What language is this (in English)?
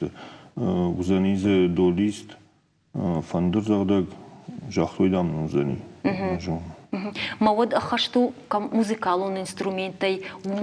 Ossetic